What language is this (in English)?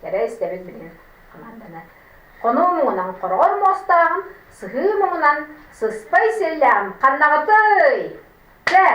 Yakut